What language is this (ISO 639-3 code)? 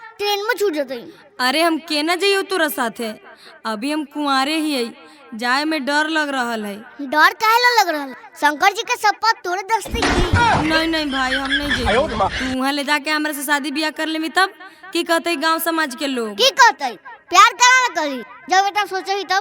mag